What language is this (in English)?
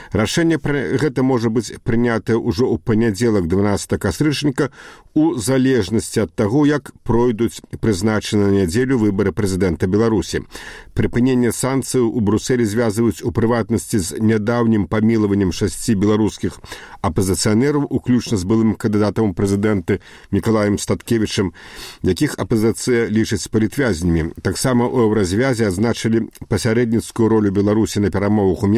Belarusian